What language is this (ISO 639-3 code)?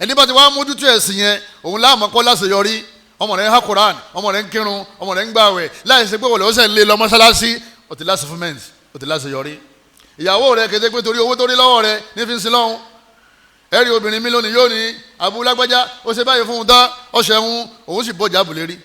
yor